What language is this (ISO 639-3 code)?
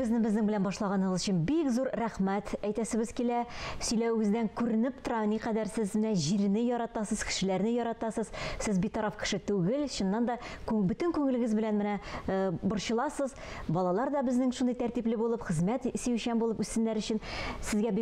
tat